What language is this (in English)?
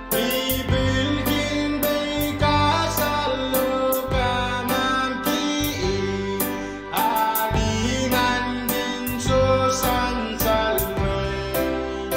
Pohnpeian